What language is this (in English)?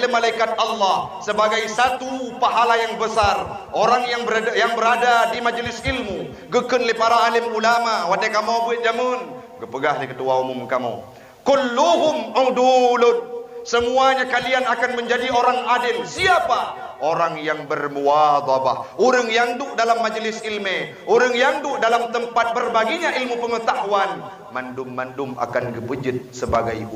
Achinese